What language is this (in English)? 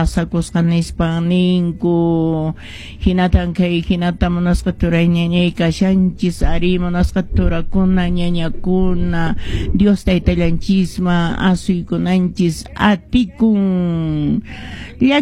Quechua